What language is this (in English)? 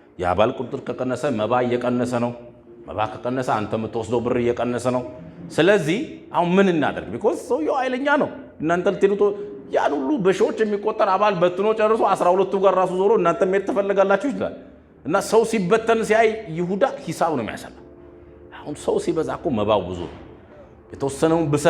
Amharic